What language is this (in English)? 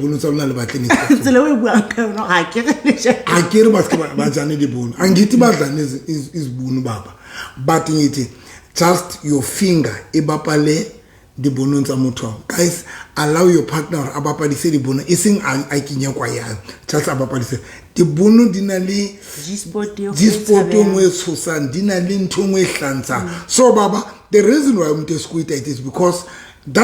Southern Sotho